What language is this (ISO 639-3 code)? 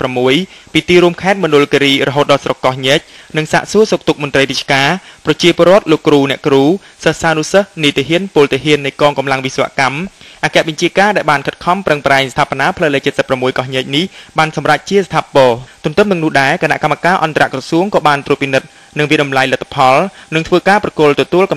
khm